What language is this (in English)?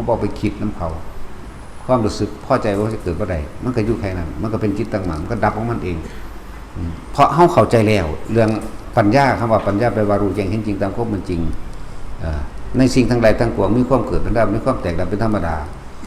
Northeastern Thai